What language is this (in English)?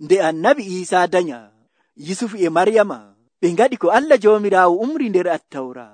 Nigerian Fulfulde